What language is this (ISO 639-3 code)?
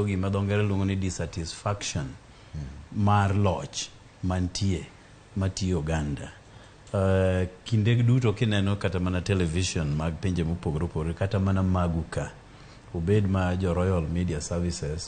luo